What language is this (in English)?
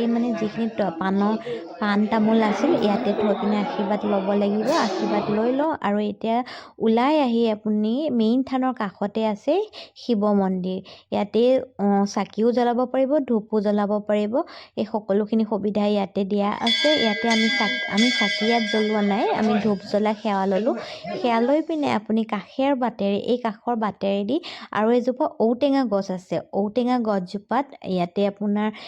Assamese